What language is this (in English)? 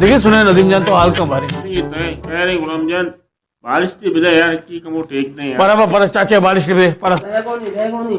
Baluchi